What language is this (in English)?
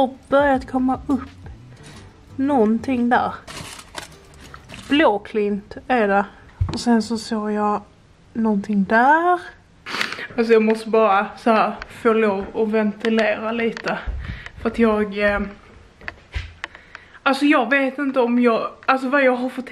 Swedish